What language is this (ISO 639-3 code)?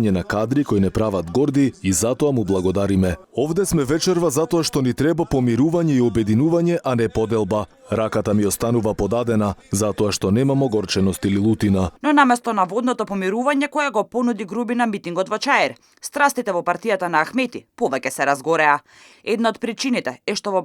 mkd